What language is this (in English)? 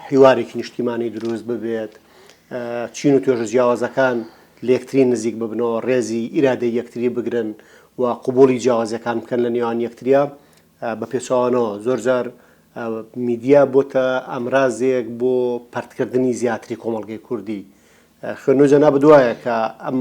Central Kurdish